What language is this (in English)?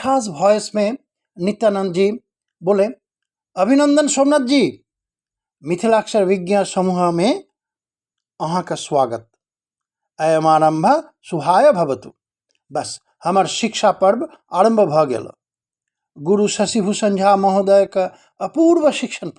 Maithili